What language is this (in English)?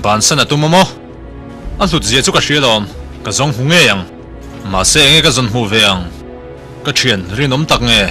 Mizo